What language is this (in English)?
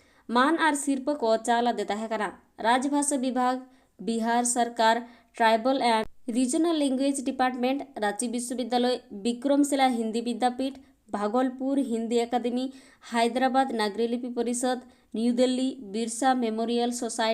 Santali